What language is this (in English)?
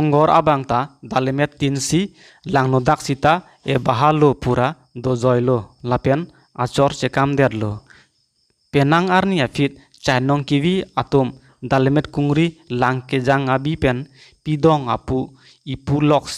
Karbi